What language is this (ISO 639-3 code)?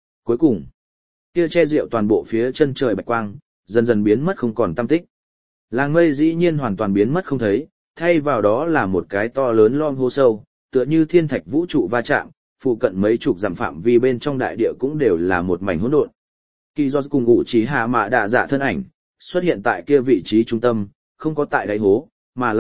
vie